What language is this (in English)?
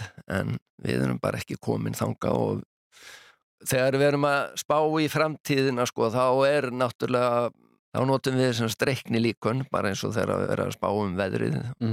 Icelandic